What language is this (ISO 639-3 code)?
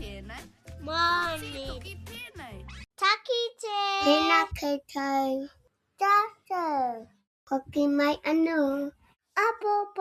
mri